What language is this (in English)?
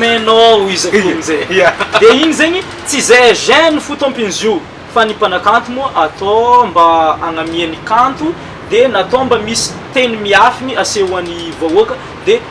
Malagasy